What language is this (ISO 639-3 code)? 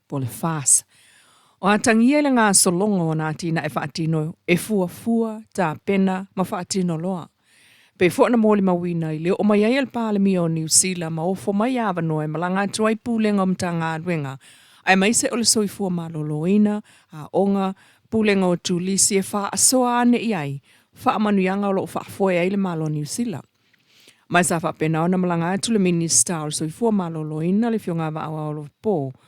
smo